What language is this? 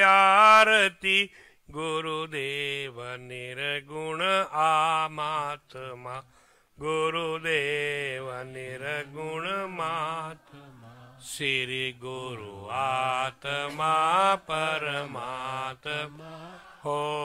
Sanskrit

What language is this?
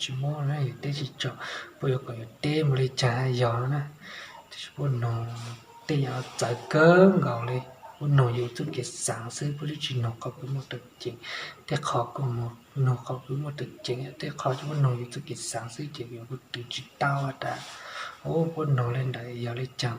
Hmong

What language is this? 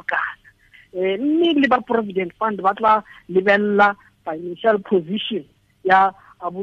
Tswana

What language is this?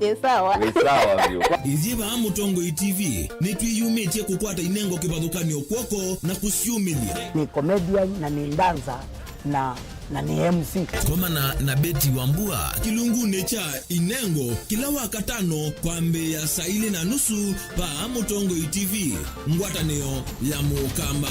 Kamba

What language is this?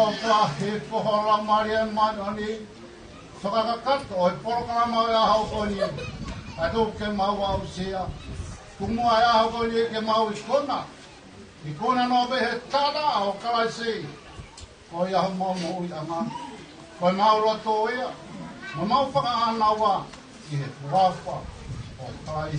Tongan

